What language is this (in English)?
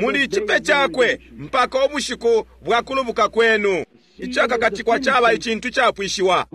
Bemba